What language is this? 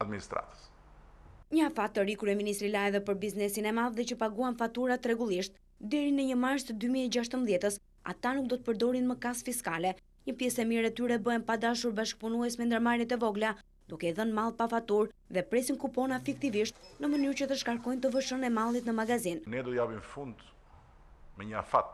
Albanian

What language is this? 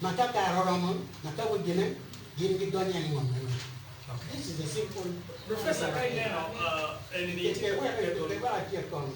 Acoli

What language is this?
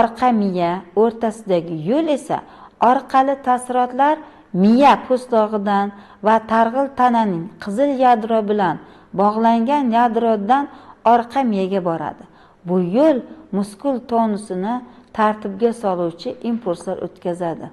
Uzbek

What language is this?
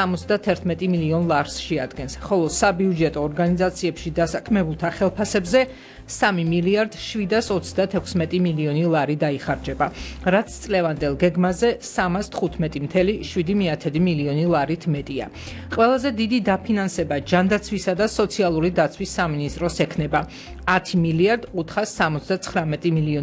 Georgian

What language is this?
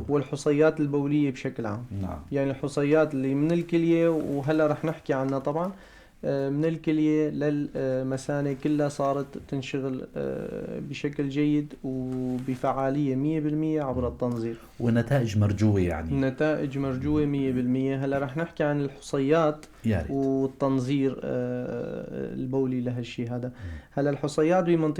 North Levantine Arabic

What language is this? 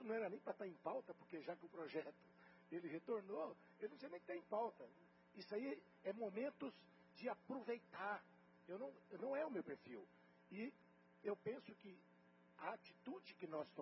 Portuguese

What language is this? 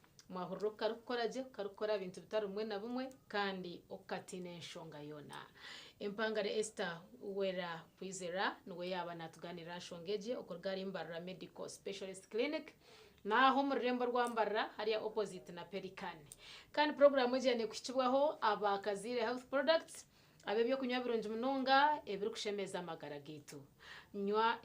Nyankole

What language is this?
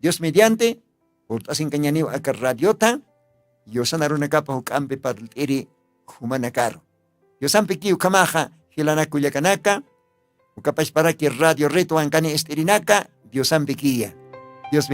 Aymara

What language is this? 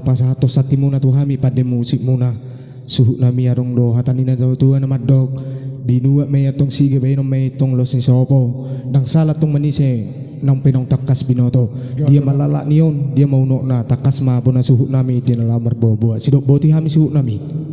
Batak Toba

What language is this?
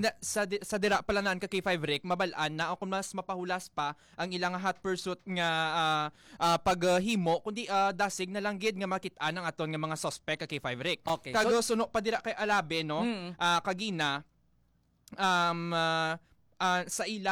Hiligaynon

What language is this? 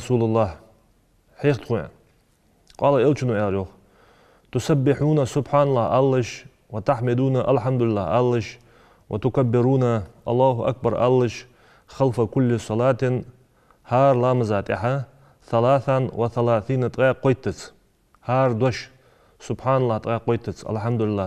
Ingush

